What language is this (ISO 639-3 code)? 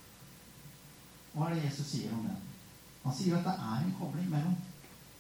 nor